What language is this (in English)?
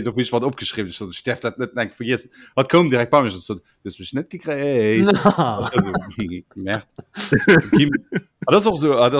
Luxembourgish